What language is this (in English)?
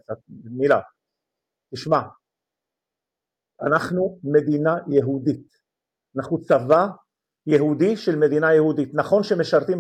Hebrew